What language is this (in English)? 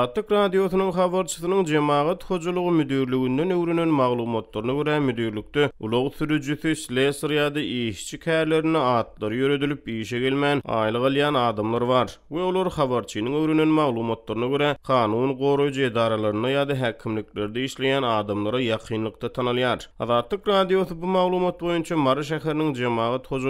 Turkmen